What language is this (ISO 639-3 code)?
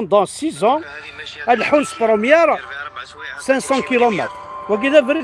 kab